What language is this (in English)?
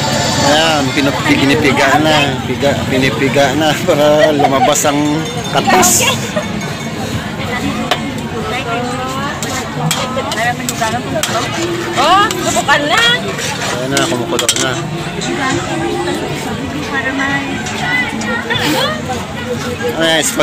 Filipino